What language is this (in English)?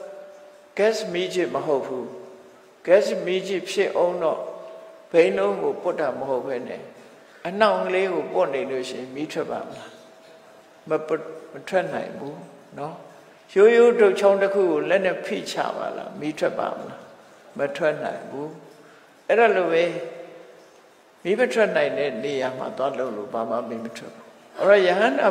Burmese